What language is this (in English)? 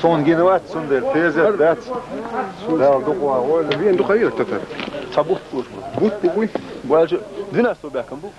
Chechen